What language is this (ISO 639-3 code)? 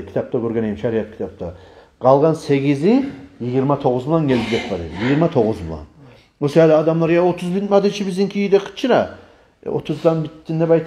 kum